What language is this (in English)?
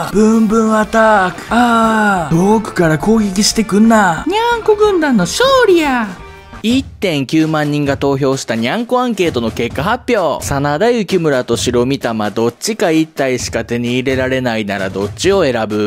Japanese